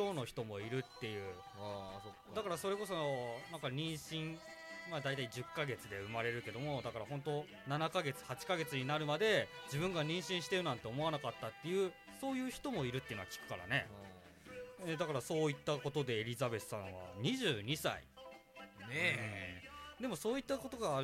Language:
Japanese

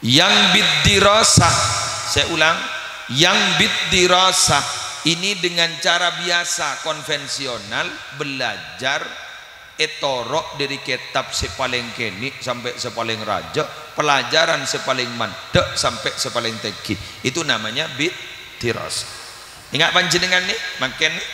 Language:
Madurese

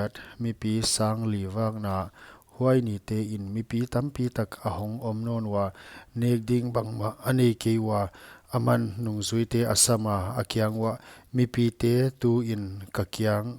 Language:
Paite Chin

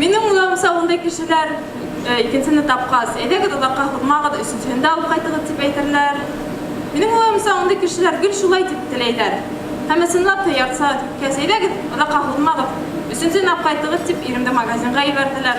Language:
Bashkir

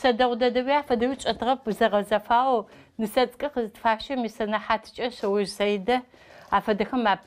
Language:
Adyghe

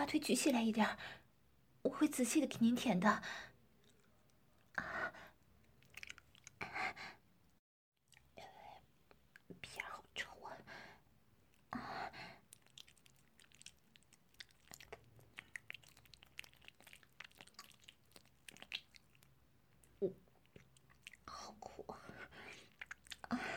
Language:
Chinese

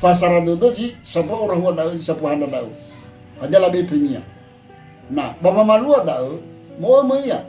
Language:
Nias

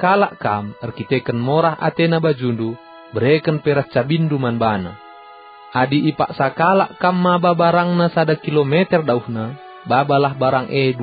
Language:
Batak Karo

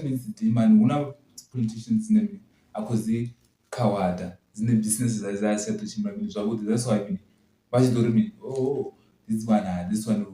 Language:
Venda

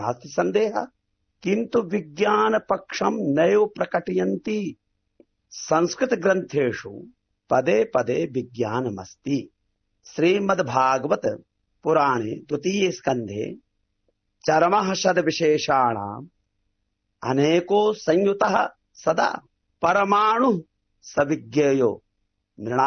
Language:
Sanskrit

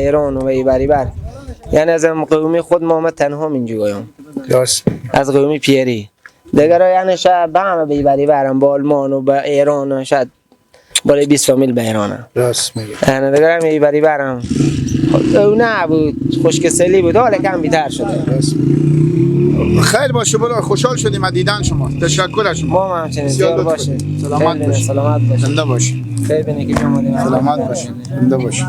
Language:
Persian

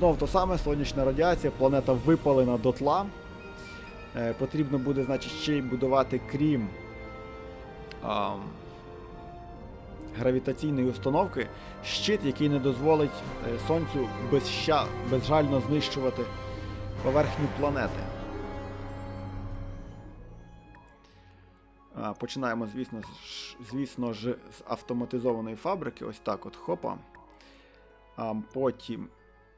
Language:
Ukrainian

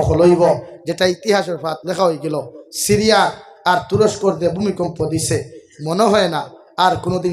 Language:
Sylheti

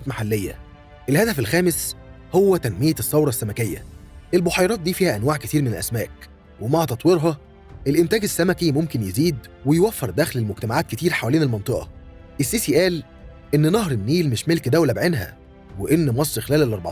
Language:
Egyptian Arabic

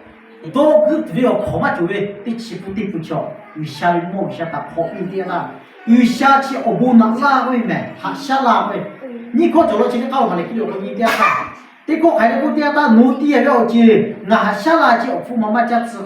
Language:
Lahu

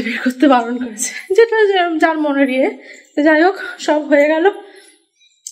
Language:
Bangla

